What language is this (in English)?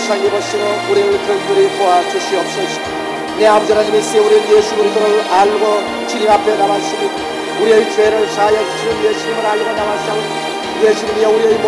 Korean